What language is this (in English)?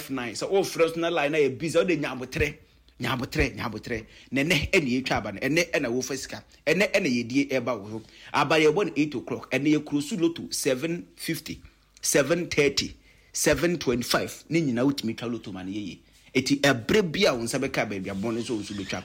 Akan